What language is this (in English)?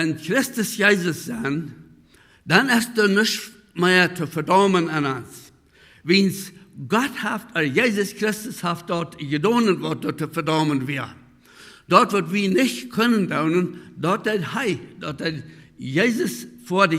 Plautdietsch